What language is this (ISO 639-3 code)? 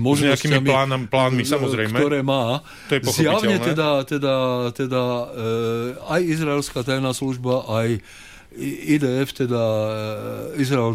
slk